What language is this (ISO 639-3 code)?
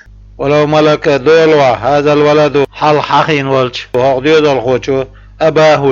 che